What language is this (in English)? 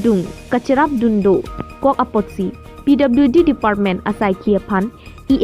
Karbi